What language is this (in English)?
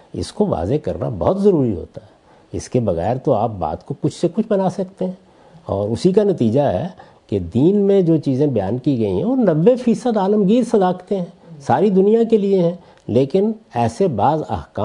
Urdu